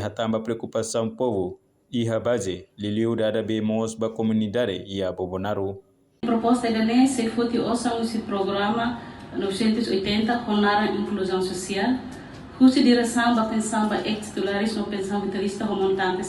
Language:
Tetum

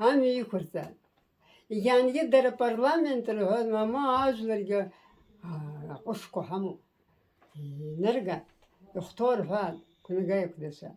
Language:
Abkhazian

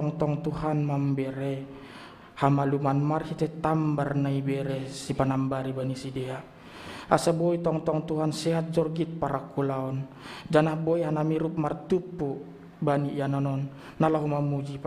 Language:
Batak Simalungun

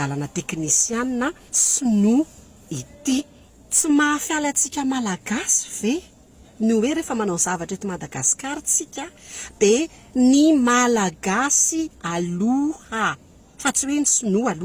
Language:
Malagasy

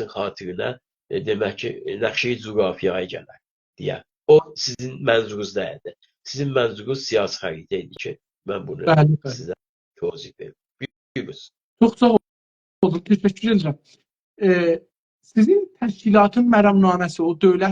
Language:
South Azerbaijani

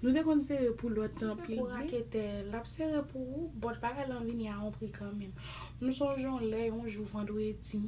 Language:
Haitian Creole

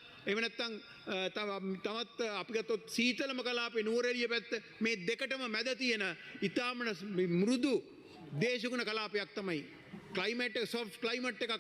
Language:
Sinhala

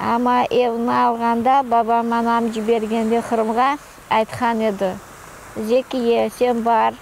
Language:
Crimean Tatar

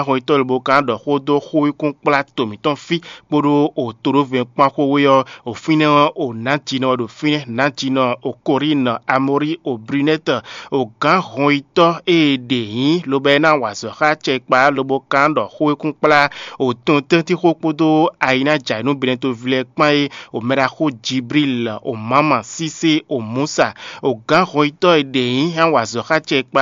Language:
Fon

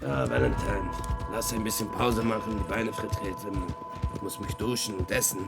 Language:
Swiss German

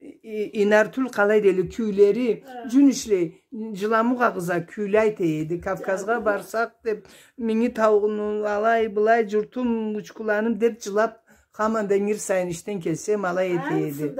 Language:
Karachay-Balkar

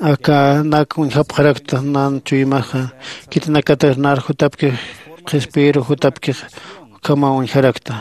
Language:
Aymara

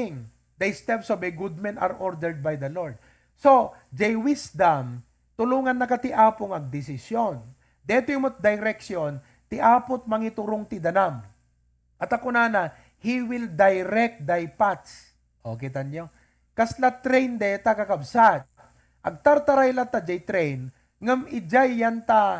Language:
Iloko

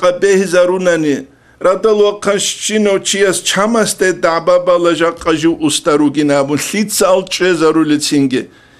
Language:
Avaric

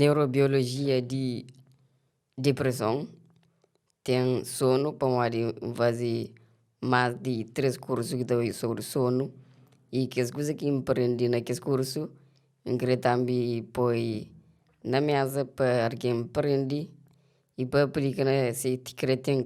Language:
Kabuverdianu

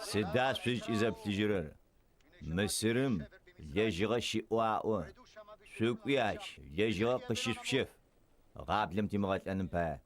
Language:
Adyghe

